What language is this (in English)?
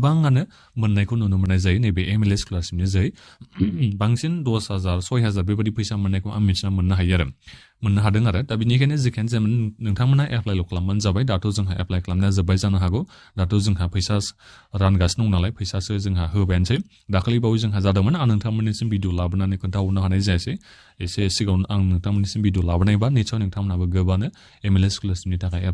Bodo